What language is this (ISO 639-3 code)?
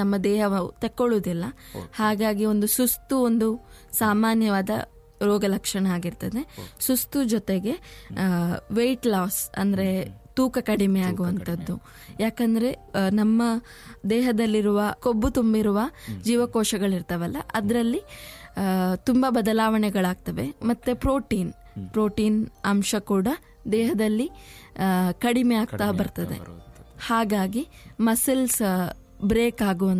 kan